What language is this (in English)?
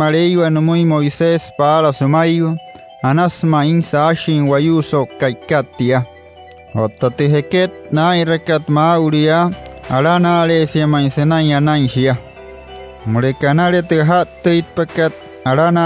Wayuu